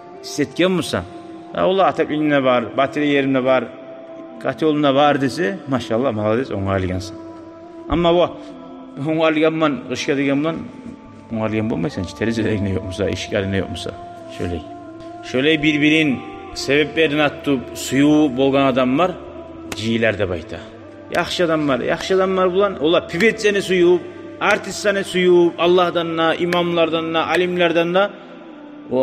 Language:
Kumyk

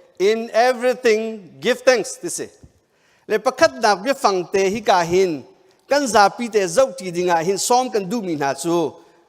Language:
Hakha Chin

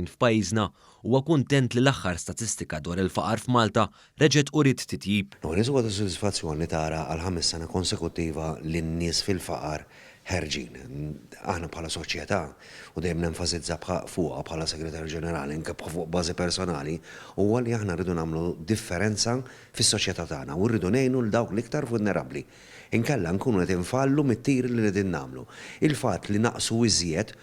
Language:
Maltese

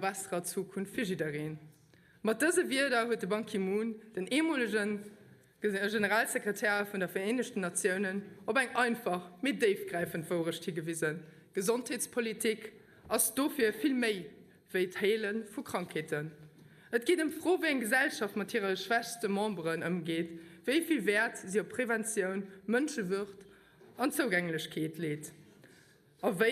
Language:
Luxembourgish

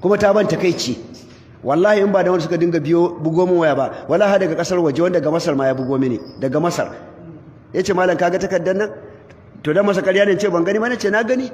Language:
Hausa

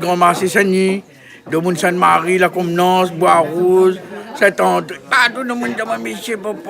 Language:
Réunion Creole French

